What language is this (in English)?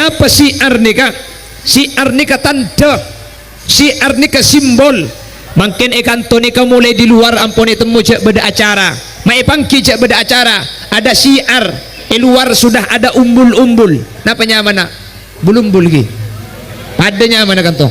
Madurese